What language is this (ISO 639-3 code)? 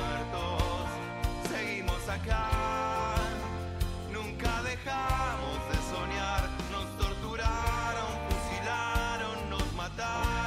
spa